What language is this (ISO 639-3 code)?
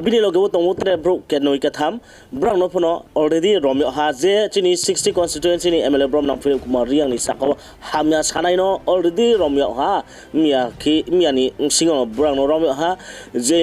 ria